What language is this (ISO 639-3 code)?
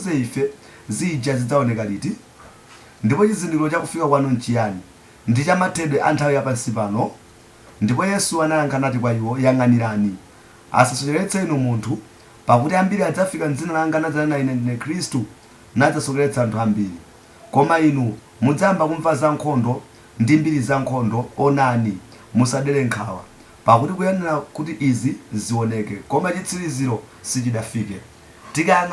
nya